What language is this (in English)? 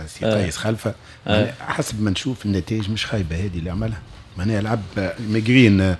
Tunisian Arabic